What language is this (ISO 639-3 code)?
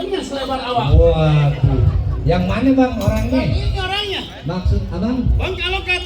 bew